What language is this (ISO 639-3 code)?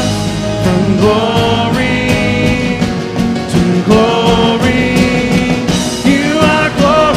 eng